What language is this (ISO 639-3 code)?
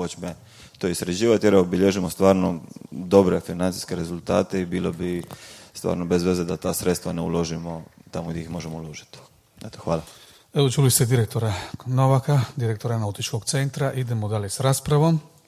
hrv